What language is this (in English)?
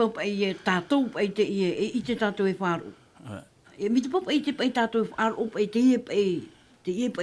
Tahitian